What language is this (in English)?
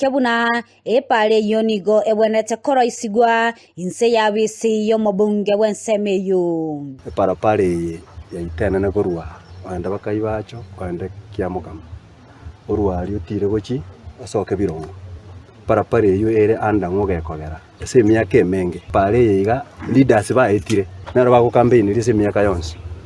Gusii